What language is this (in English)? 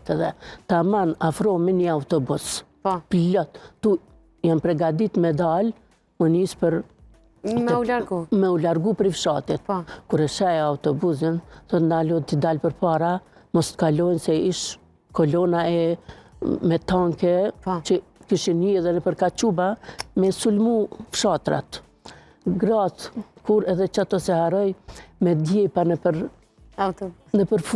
Albanian